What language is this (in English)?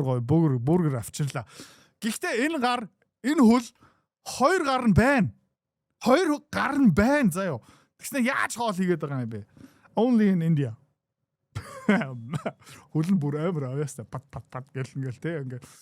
Mongolian